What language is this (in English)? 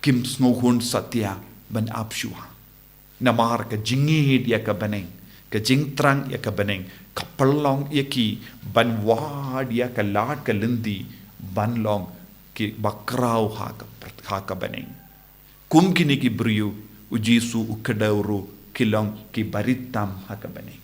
Khasi